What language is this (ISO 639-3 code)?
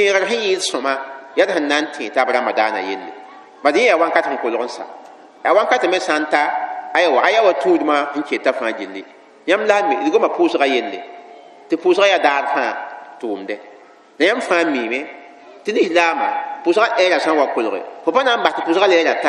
mos